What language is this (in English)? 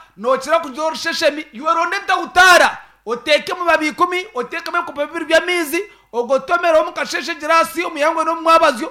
Nyankole